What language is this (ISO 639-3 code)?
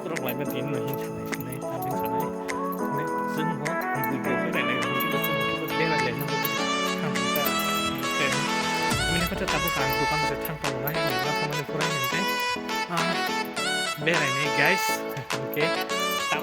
trp